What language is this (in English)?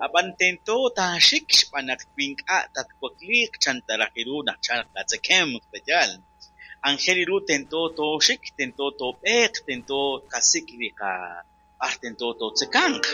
Kekchí